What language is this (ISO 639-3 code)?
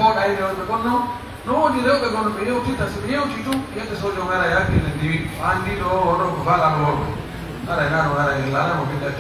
fuf